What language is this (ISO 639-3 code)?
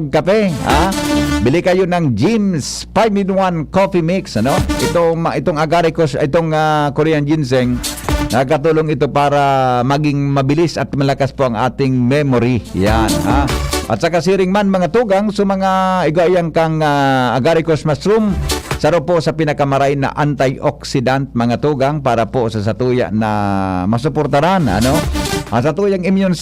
bik